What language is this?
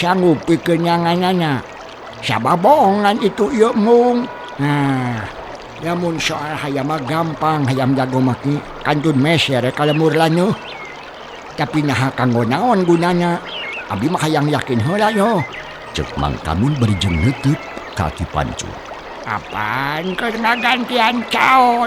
Sundanese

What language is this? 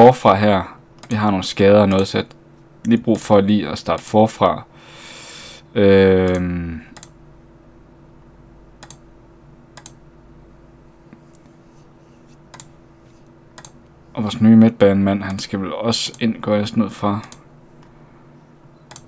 Danish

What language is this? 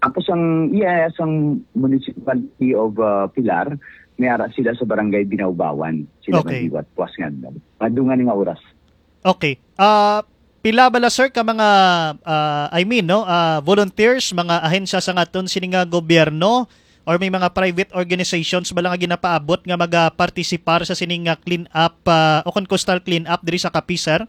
Hiligaynon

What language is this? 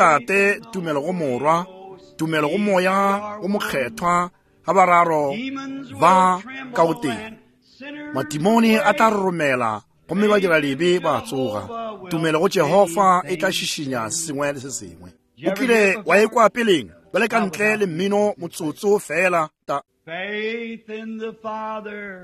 Northern Sotho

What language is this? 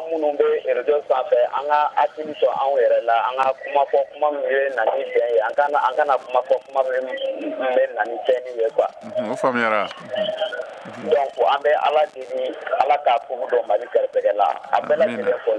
Bambara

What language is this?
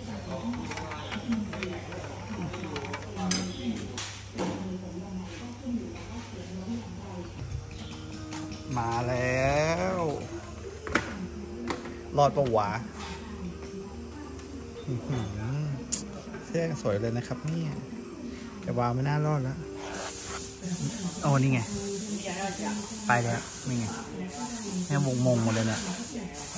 Thai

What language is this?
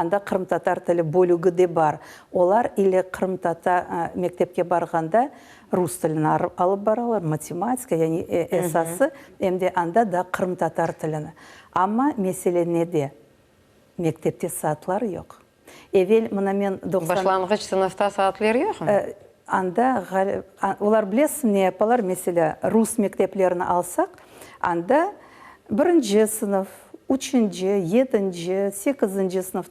Crimean Tatar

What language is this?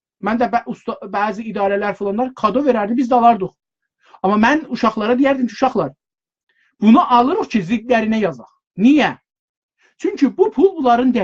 South Azerbaijani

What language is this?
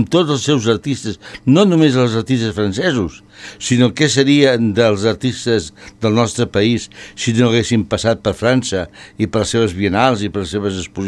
Catalan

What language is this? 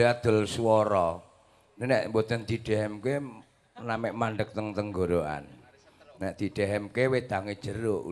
Javanese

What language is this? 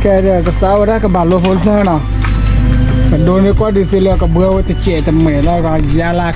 S'gaw Karen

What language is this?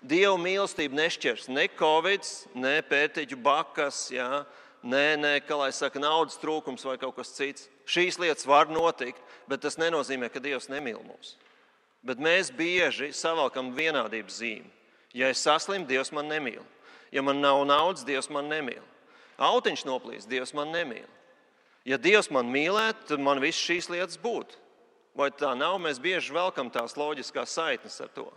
Latvian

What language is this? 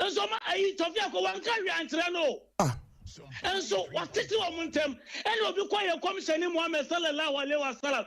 Akan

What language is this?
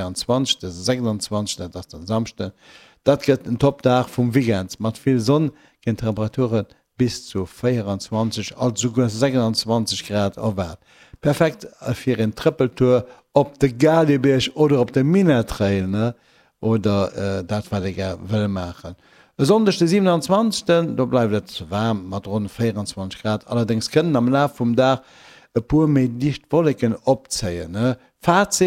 Luxembourgish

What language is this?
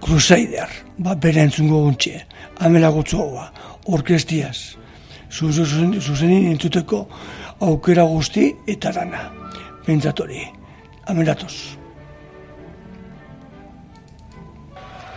Basque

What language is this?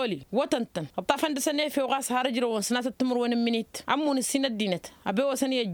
Tamasheq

